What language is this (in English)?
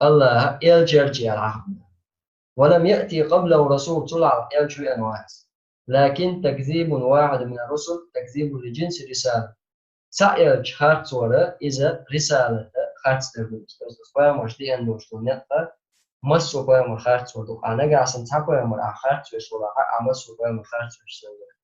Chechen